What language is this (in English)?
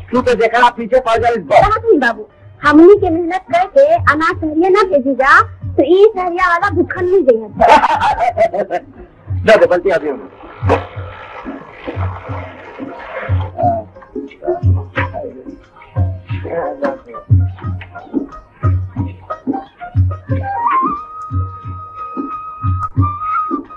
Bhojpuri